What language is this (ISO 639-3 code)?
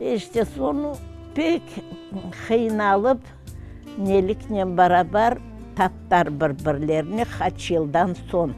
crh